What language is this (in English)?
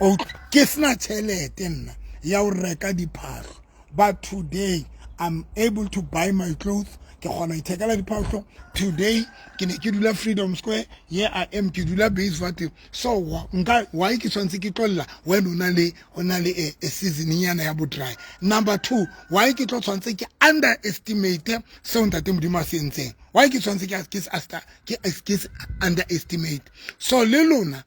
Southern Sotho